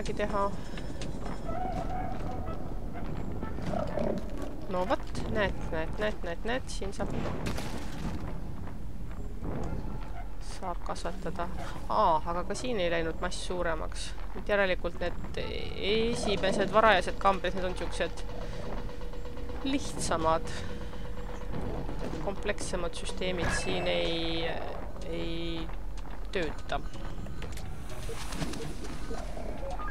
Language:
Estonian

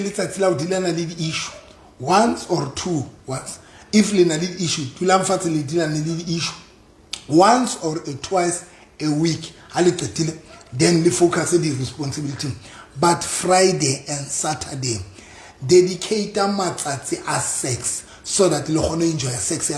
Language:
Southern Sotho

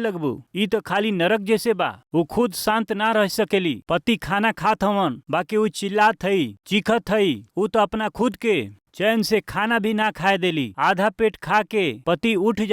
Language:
Bhojpuri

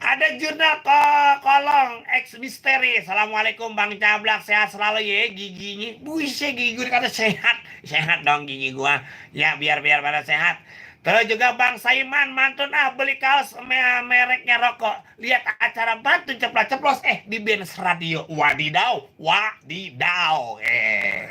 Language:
Betawi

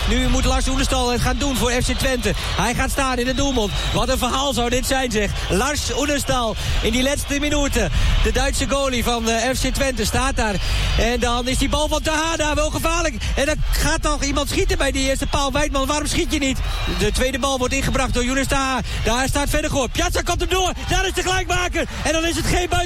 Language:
Dutch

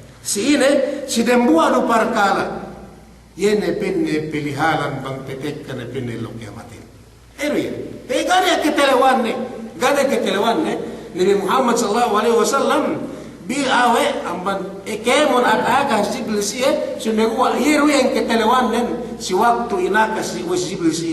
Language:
Yakan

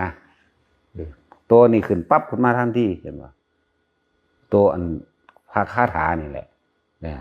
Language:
Northeastern Thai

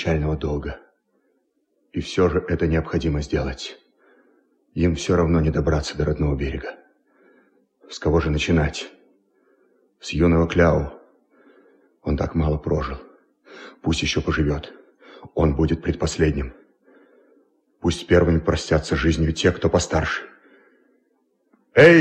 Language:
Russian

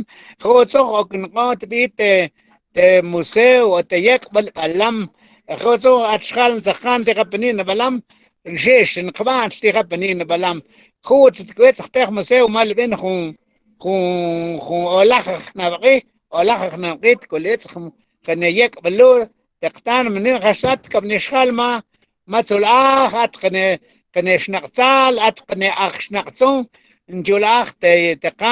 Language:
Mam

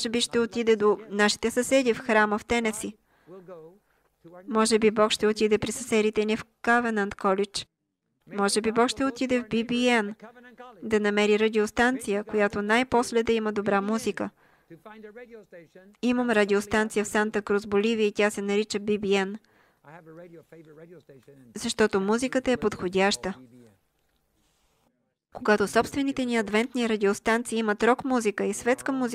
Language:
Bulgarian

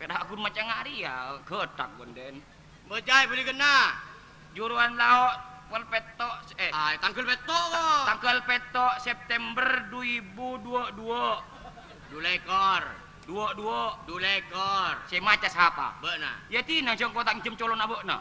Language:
Madurese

